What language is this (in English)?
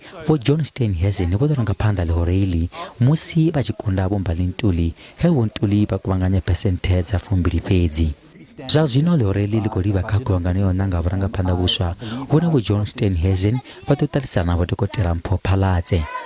Venda